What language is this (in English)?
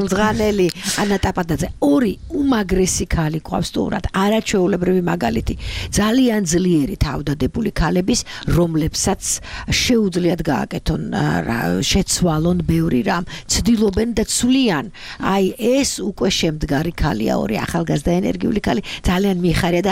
Georgian